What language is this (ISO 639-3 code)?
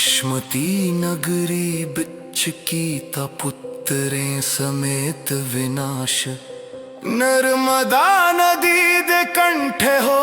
doi